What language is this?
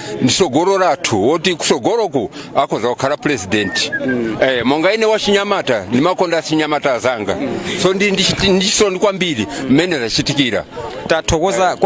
Nyanja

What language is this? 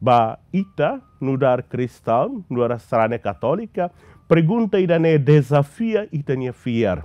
Tetum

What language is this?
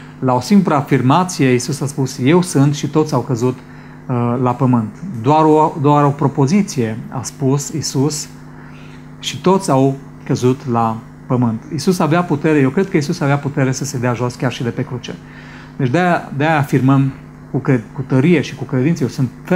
Romanian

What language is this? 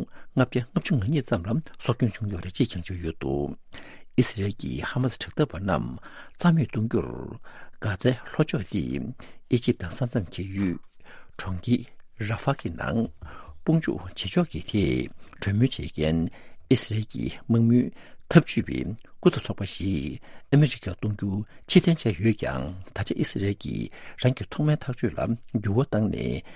Tibetan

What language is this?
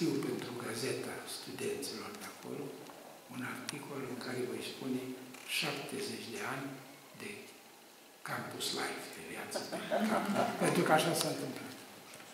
Romanian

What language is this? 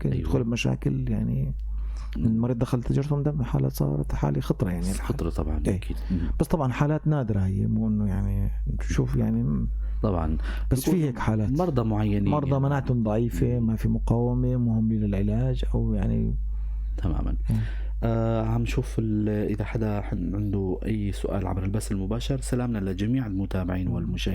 North Levantine Arabic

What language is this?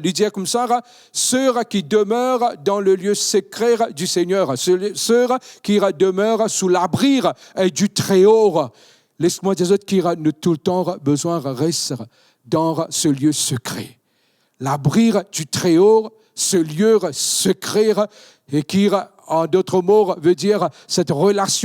Morisyen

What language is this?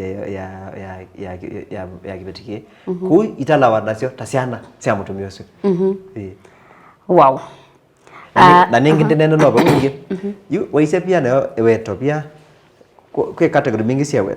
Kamba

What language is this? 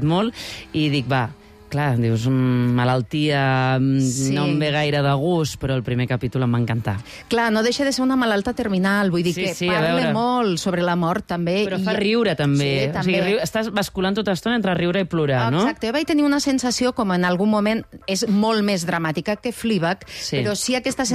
Catalan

